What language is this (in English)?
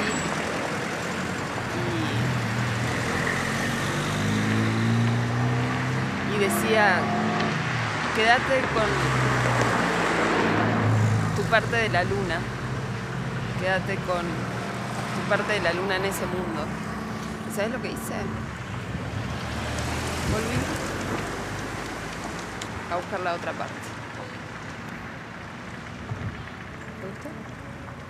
Spanish